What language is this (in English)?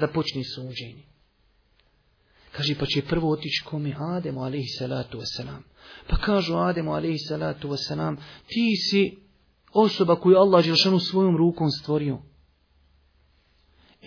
Bosnian